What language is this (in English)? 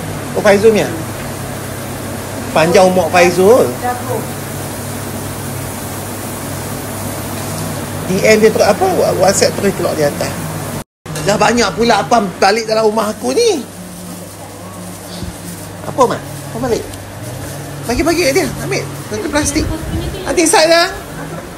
Malay